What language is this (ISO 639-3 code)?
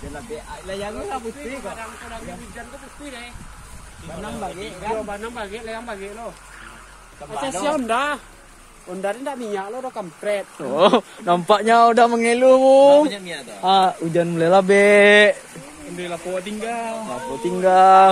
min